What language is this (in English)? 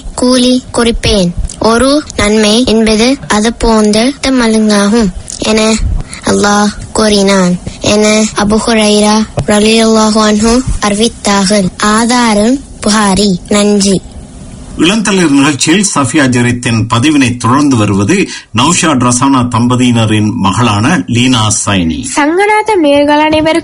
Tamil